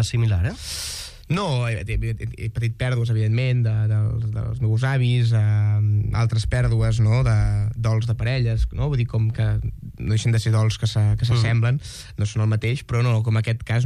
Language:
Catalan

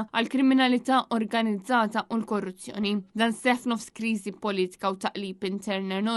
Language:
Maltese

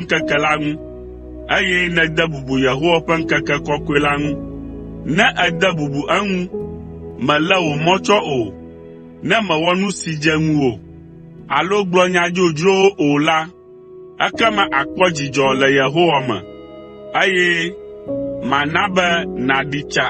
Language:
Ewe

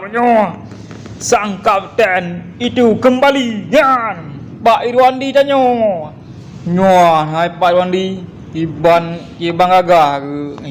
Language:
Achinese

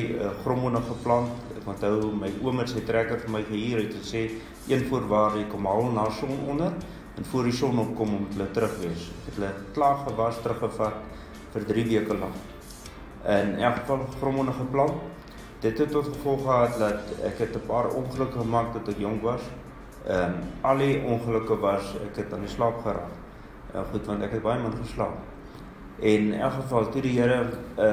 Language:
Afrikaans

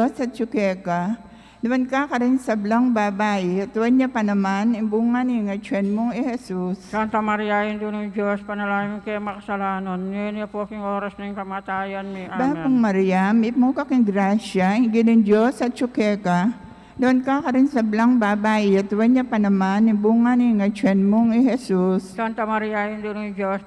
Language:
Pampanga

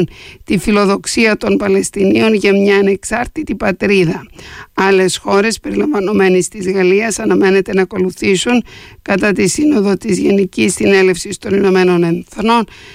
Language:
Greek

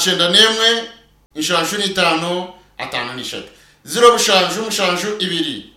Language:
Nyankole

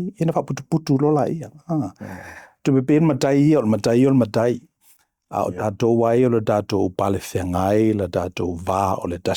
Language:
Samoan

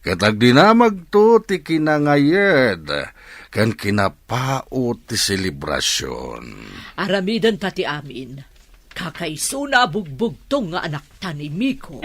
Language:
Iloko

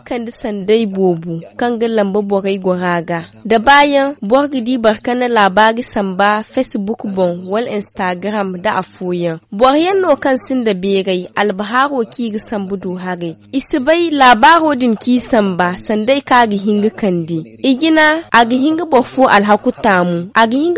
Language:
Zarma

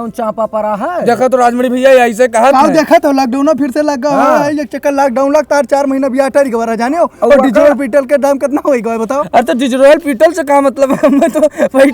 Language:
Awadhi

